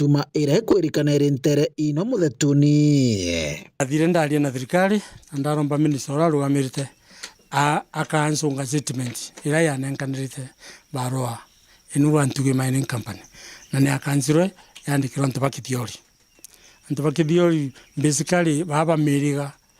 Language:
Meru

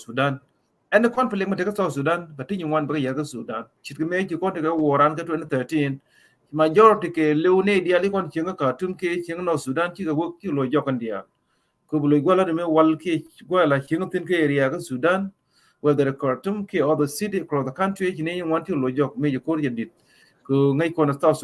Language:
Nuer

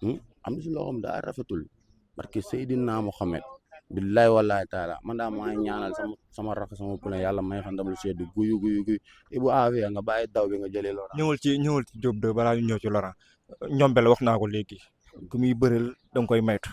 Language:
Wolof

